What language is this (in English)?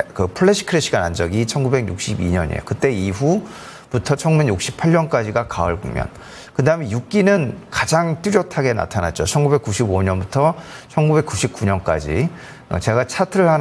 Korean